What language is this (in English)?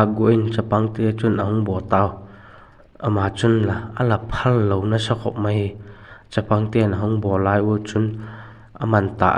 Vaiphei